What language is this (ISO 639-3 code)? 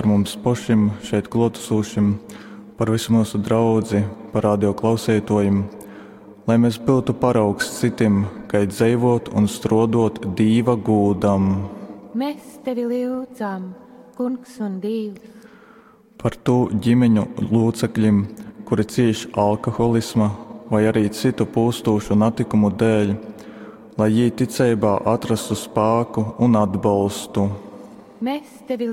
ltg